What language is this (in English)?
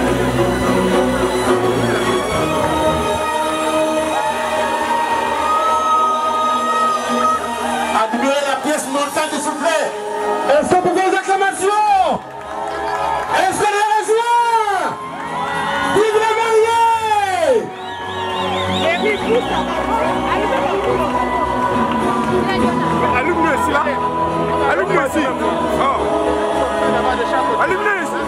French